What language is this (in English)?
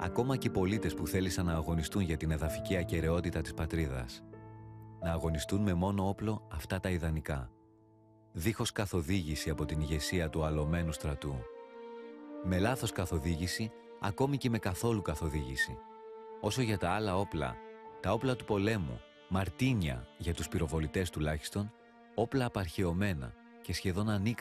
Greek